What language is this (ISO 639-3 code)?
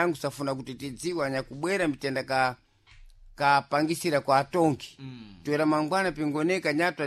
seh